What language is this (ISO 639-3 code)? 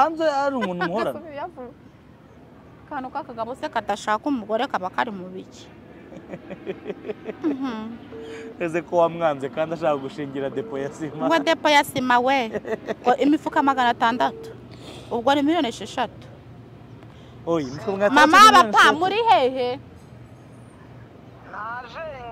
kin